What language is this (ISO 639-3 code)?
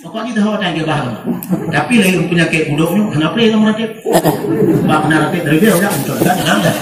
ace